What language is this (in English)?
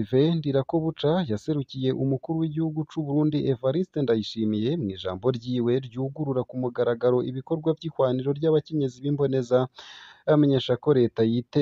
Rundi